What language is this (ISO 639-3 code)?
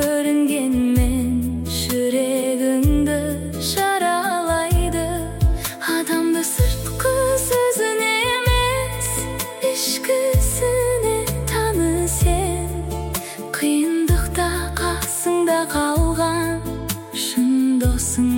kaz